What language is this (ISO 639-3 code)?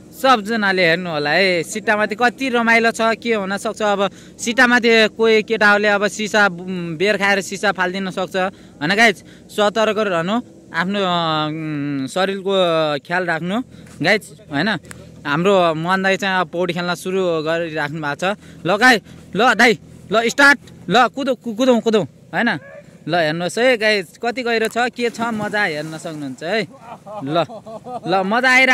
nep